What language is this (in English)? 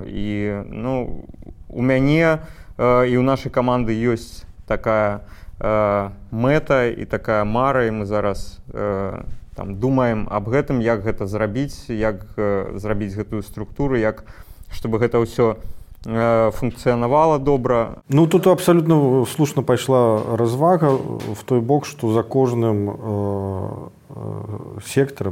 Belarusian